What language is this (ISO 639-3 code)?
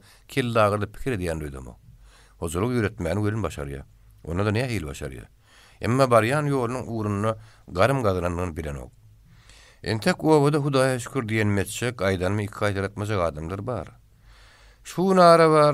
tuk